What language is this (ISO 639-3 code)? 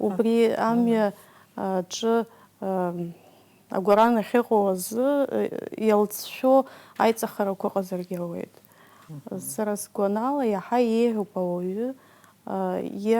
abk